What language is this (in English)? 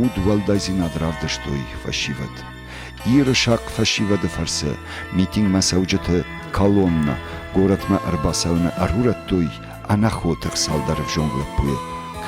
Ossetic